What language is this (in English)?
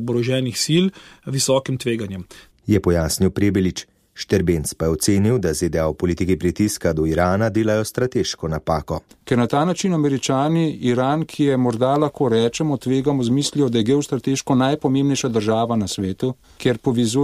Slovenian